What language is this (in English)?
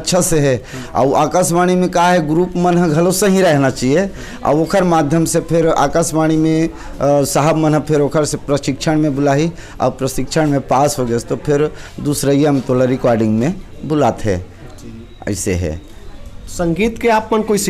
Chhattisgarhi